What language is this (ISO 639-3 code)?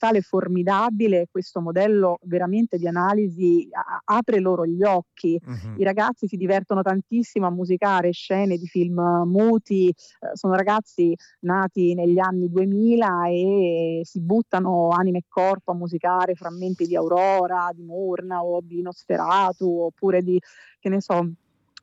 ita